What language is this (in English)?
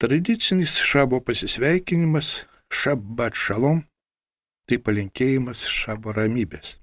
Lithuanian